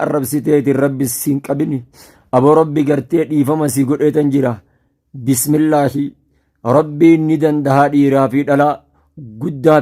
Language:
Oromo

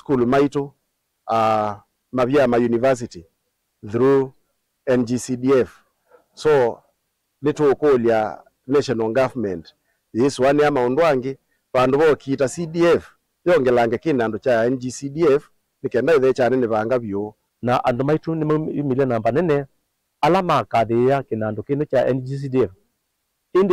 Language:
Kamba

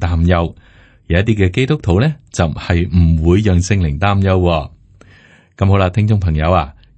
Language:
Cantonese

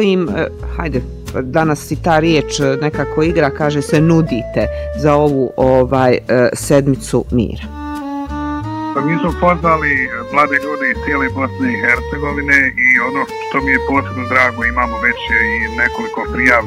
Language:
Bosnian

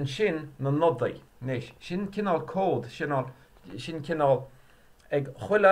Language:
Irish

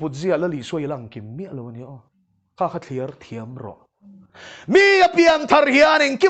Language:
Mizo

